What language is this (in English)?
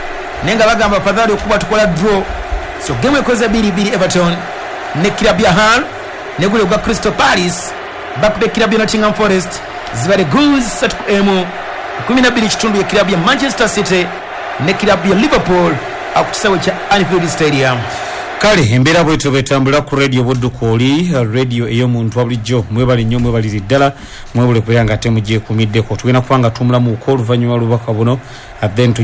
Ganda